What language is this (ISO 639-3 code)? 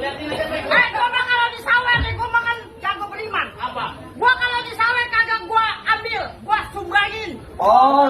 bew